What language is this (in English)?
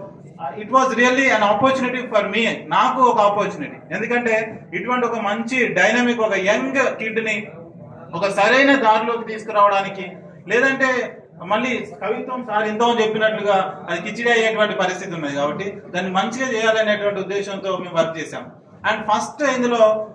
Telugu